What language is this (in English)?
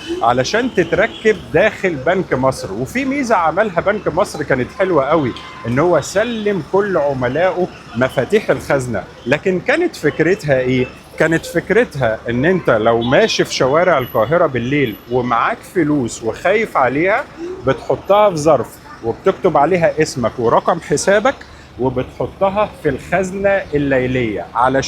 Egyptian Arabic